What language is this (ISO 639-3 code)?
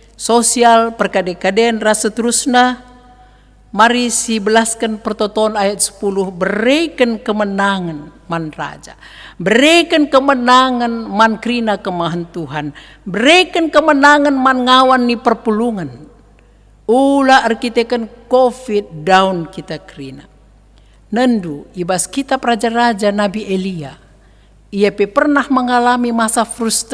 btx